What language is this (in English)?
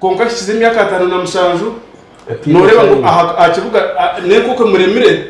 Nyankole